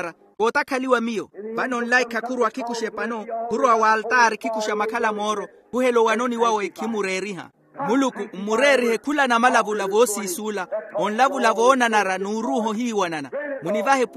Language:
Makhuwa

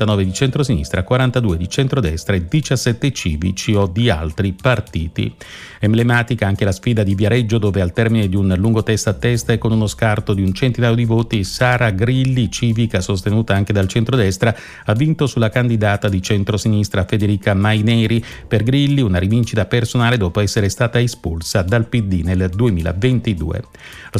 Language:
Italian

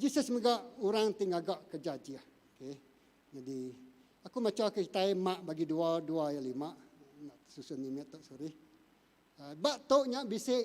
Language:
Iban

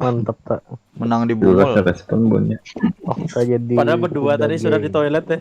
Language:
Banjar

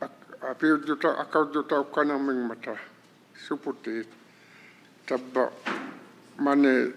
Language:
Inuktitut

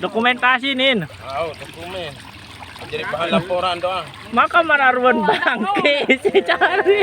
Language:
Sasak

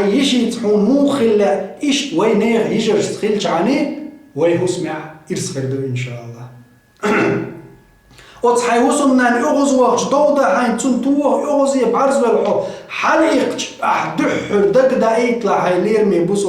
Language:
Chechen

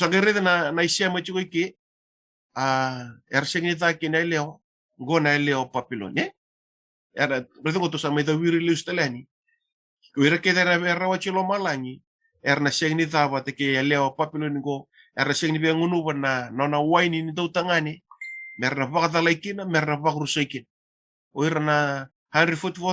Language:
Fijian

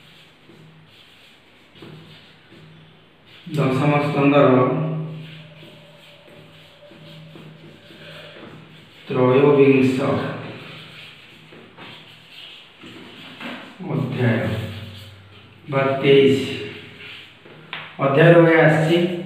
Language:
Odia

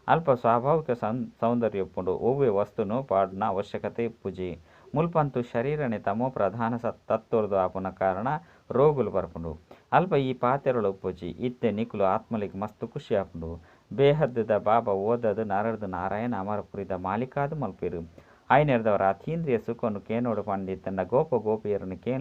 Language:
Tulu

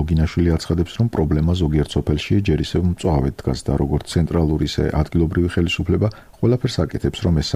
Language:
Georgian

